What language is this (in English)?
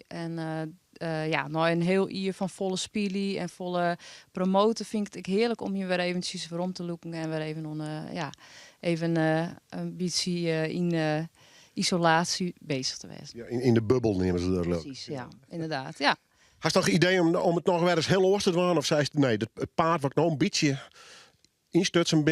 Western Frisian